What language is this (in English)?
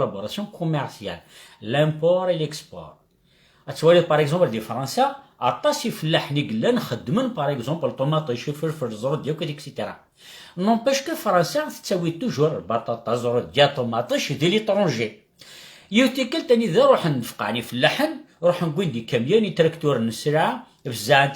Kabyle